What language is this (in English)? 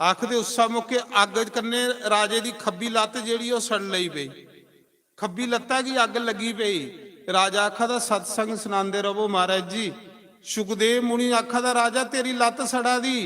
Dogri